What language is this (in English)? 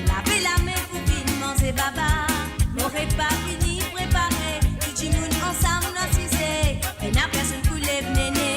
Morisyen